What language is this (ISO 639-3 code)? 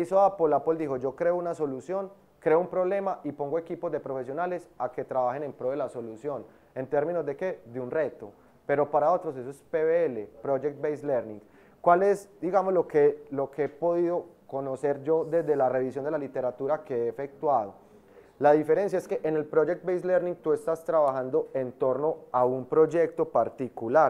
spa